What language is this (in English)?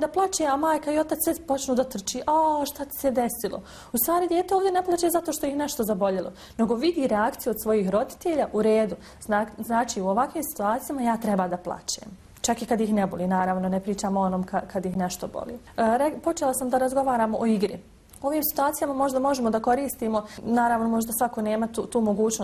Bosnian